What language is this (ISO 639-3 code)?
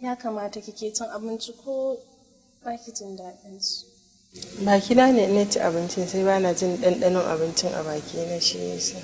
hau